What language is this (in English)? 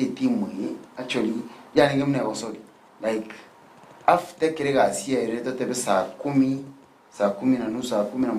Gusii